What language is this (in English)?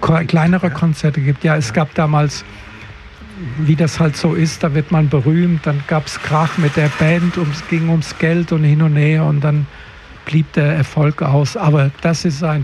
German